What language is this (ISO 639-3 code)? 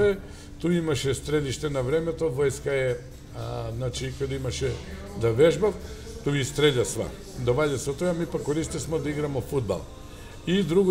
mkd